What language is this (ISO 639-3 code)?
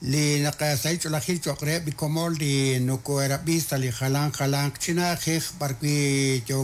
kek